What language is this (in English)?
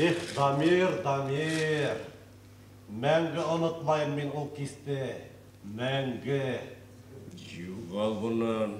Bashkir